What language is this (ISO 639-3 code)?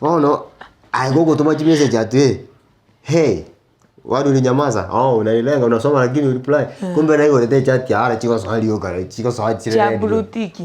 guz